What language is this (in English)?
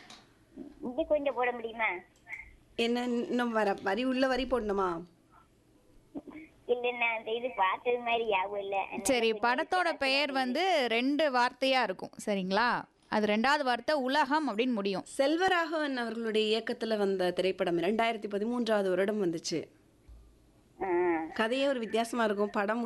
Tamil